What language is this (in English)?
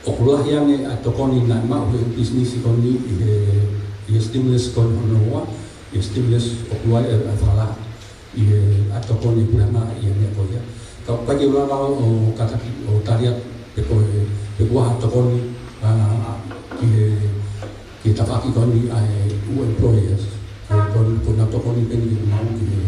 Tongan